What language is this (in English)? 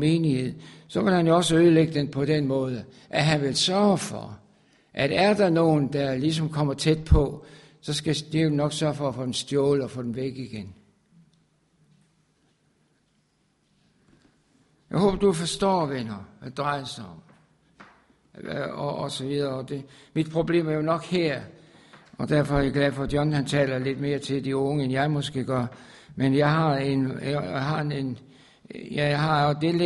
Danish